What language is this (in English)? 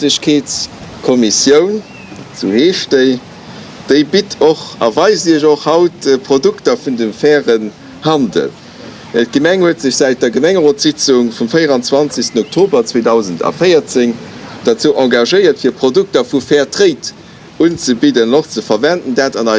Luxembourgish